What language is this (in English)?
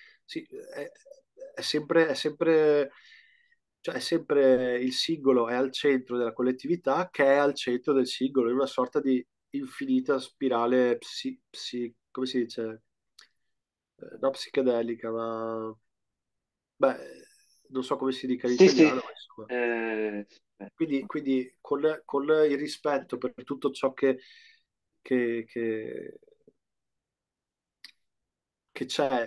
Italian